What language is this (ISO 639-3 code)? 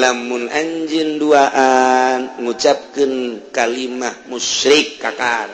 sun